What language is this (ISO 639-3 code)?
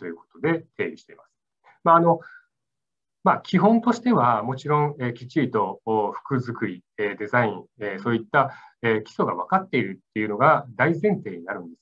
jpn